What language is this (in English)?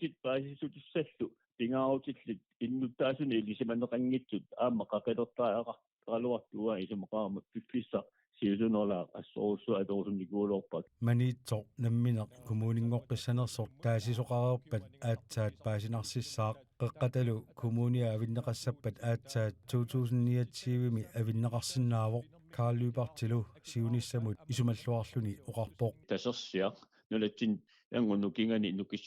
Kalaallisut